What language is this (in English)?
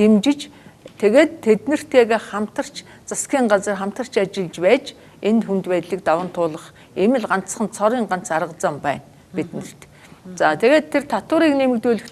Mongolian